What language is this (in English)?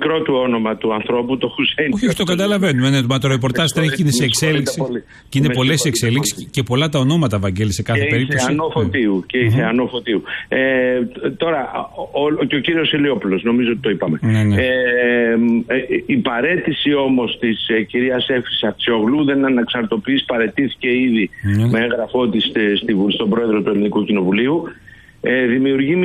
Greek